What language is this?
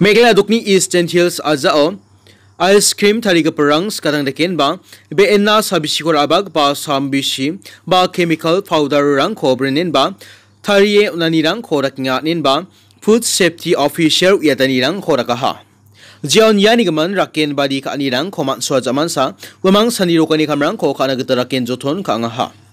Garo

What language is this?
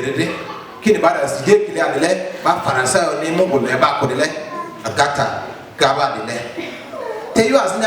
Lugbara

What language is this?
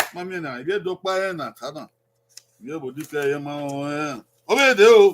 Bini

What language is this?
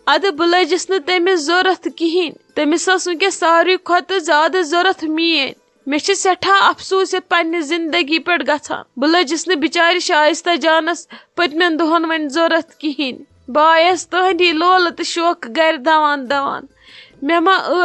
Kashmiri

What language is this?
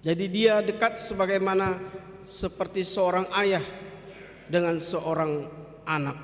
Batak Toba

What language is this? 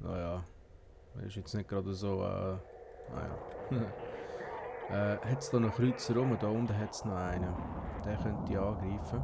Swiss German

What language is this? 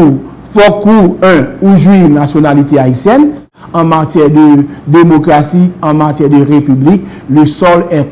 Haitian Creole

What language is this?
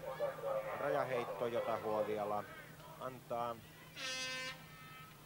Finnish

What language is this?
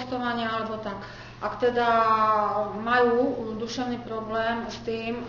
Slovak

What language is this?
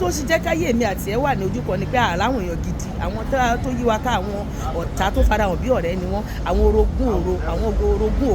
Yoruba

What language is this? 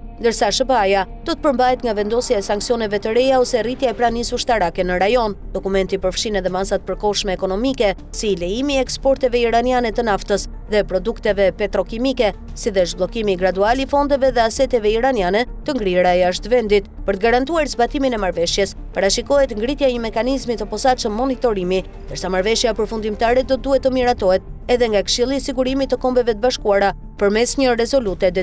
Albanian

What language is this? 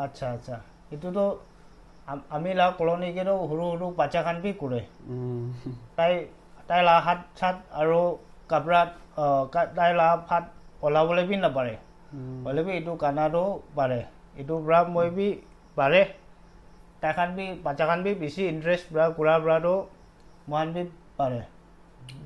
Naga Pidgin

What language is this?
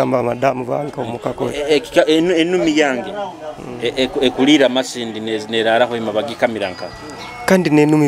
Nyoro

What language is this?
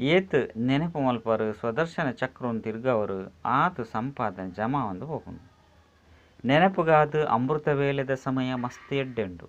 Tulu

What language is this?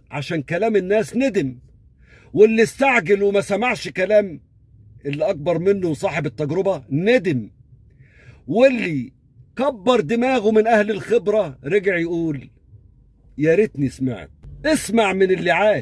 Egyptian Arabic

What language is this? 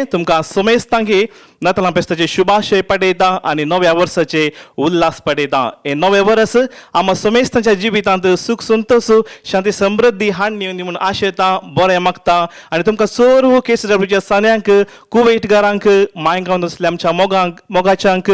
Konkani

